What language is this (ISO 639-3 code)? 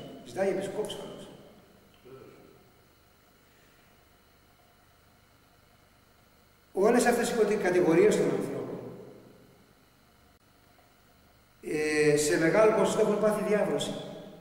ell